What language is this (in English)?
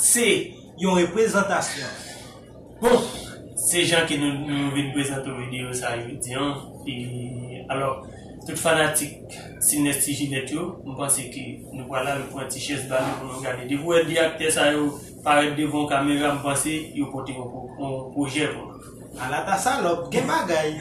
Haitian Creole